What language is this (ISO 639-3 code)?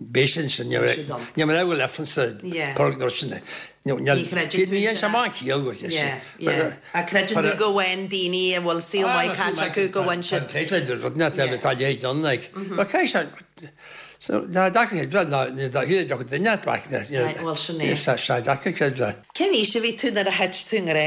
gle